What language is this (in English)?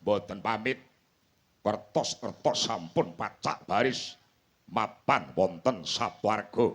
Javanese